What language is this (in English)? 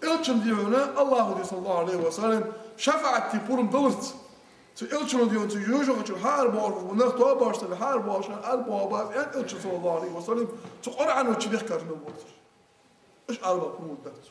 Ingush